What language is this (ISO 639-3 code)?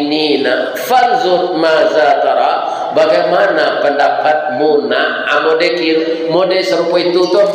min